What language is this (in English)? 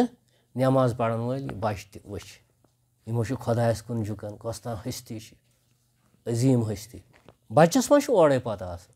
Kashmiri